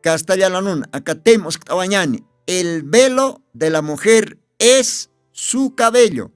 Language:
Aymara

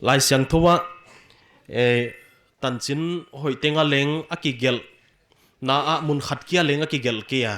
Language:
Paite Chin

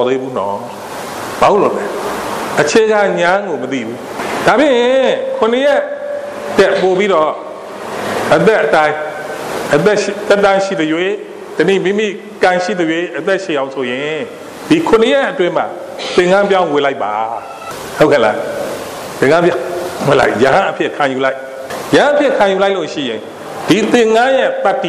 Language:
Burmese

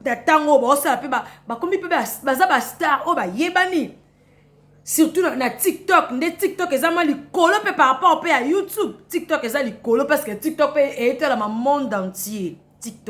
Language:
Lingala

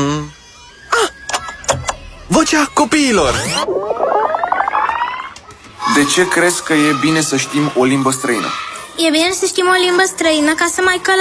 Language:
Romanian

